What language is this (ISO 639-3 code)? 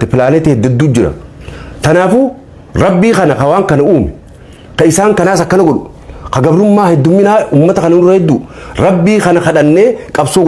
orm